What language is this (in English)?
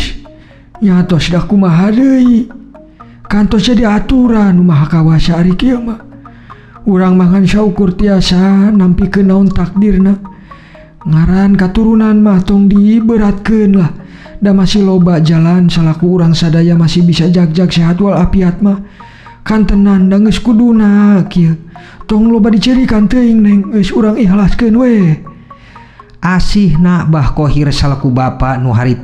Sundanese